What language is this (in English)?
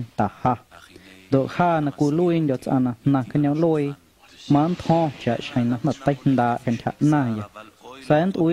Guerrero Amuzgo